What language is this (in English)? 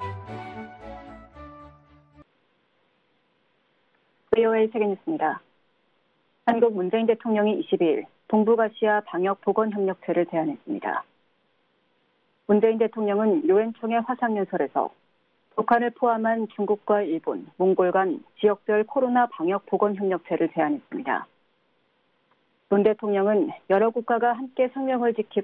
Korean